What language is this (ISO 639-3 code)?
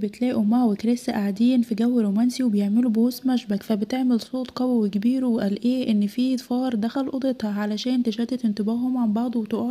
arz